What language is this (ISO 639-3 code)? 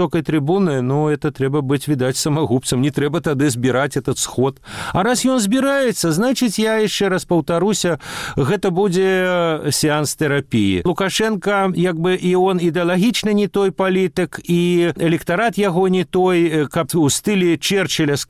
bel